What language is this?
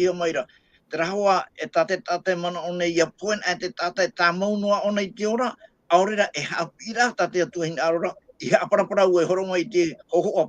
Tahitian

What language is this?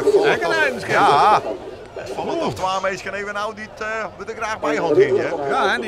Western Frisian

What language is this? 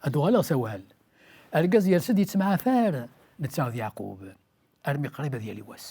Kabyle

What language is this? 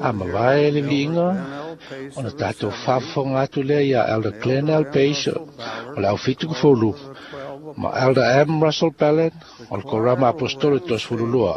Samoan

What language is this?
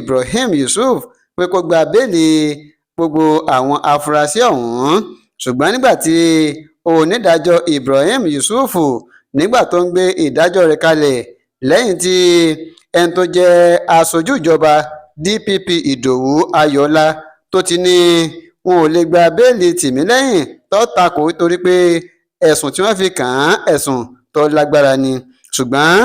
Yoruba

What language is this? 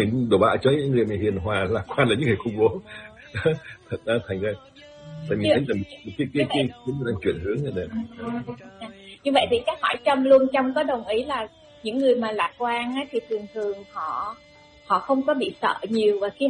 Vietnamese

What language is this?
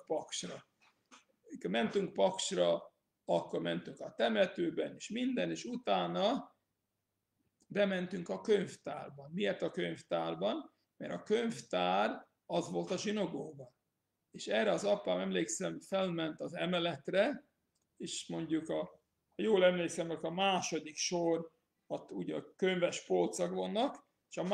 Hungarian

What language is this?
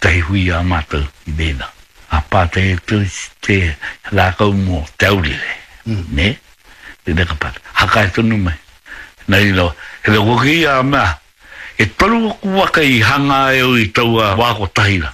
Māori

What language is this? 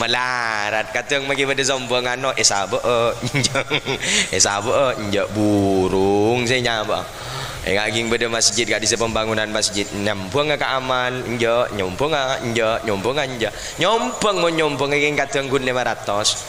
Madurese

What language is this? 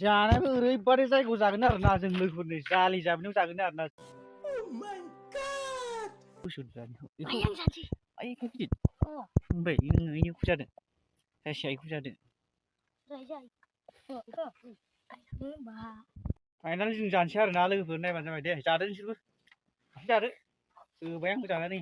Bodo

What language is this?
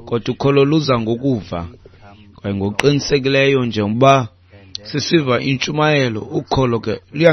Xhosa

